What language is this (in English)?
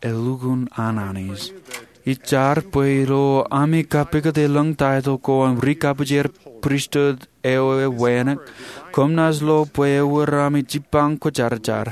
Marshallese